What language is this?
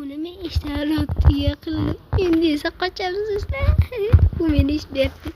Uzbek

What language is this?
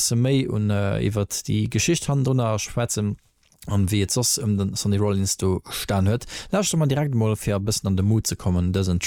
Luxembourgish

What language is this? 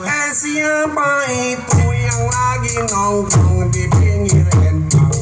Betawi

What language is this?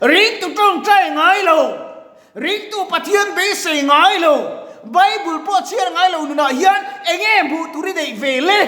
Mizo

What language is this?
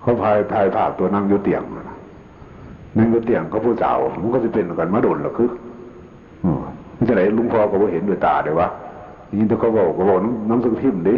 Northeastern Thai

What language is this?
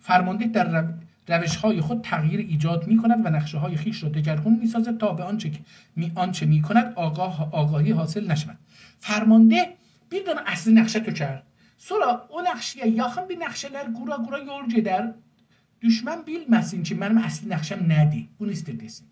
South Azerbaijani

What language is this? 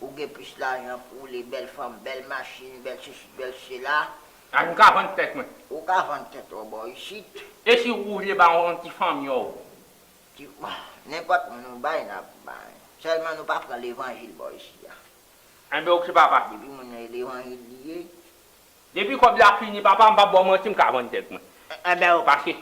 Haitian Creole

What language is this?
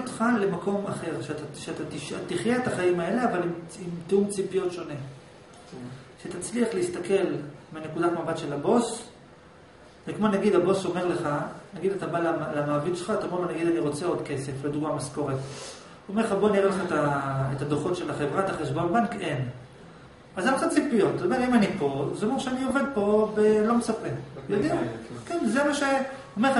Hebrew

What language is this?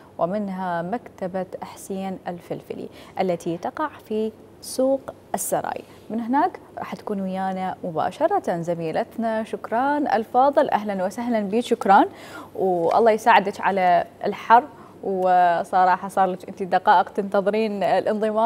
Mesopotamian Arabic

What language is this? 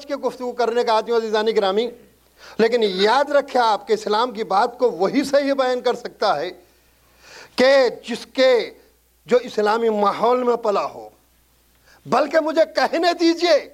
Urdu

